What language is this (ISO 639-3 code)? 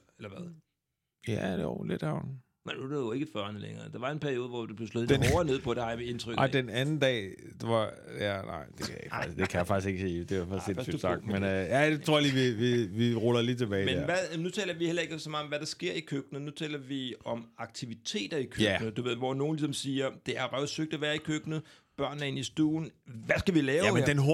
dan